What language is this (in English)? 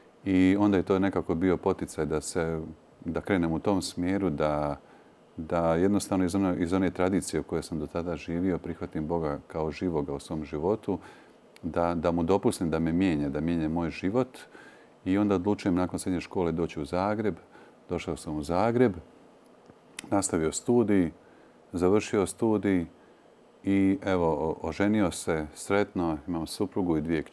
Croatian